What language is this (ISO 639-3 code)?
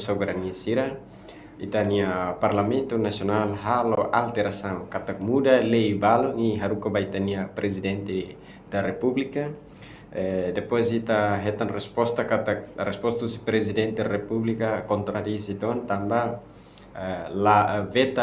tet